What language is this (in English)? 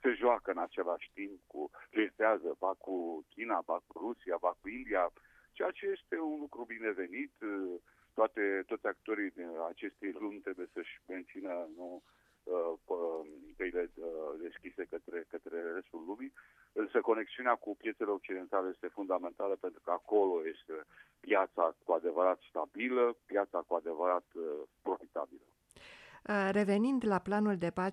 Romanian